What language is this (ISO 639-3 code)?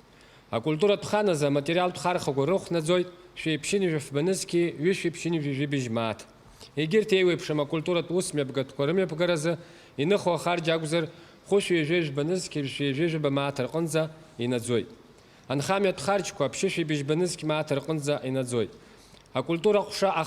abk